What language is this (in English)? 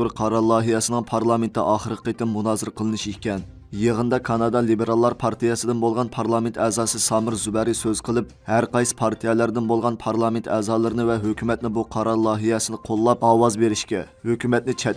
Uyghur